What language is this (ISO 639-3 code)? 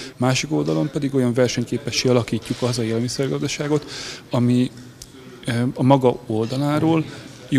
hun